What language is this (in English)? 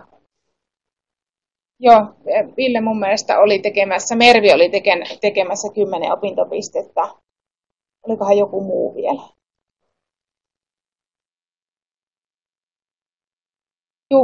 Finnish